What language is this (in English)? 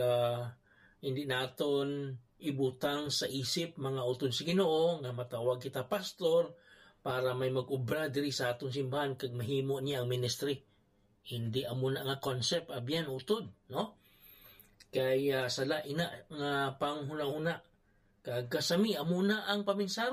Hiligaynon